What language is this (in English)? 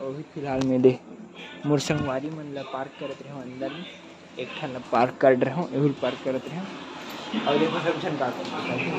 Chhattisgarhi